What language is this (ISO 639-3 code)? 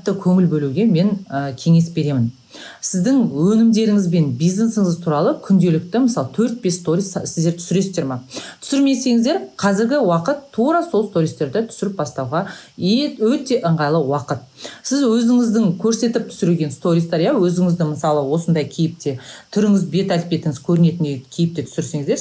kaz